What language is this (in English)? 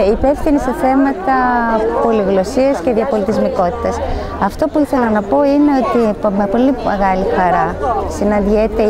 Greek